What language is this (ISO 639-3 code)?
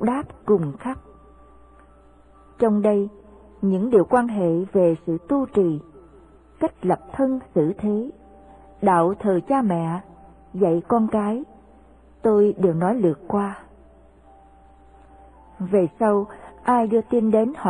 vie